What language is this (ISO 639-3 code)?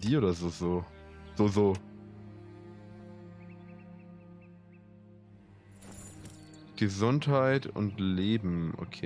deu